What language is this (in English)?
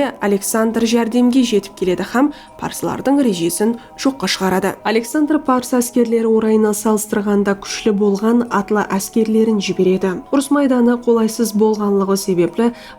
Kara-Kalpak